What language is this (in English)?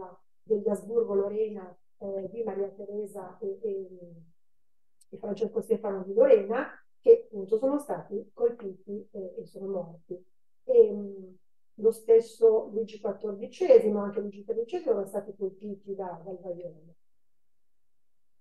Italian